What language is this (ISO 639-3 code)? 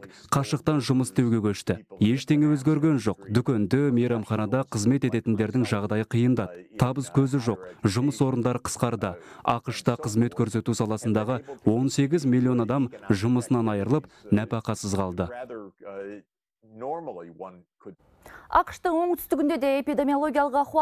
kaz